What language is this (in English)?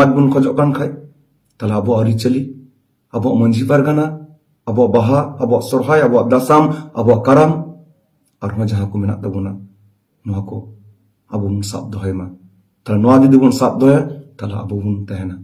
Santali